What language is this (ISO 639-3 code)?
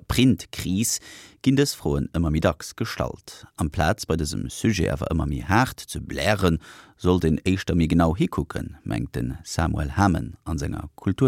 ltz